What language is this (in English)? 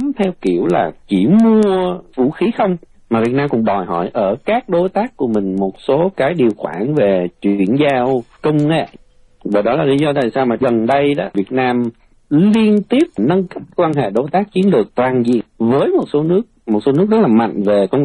Vietnamese